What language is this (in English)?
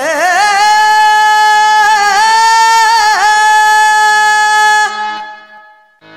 Kannada